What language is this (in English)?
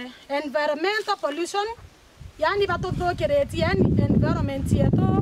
Meru